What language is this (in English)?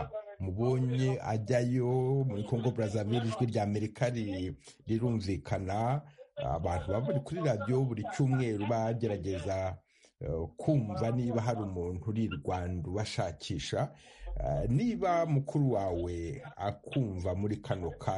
Kinyarwanda